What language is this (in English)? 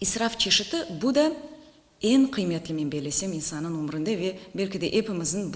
Crimean Tatar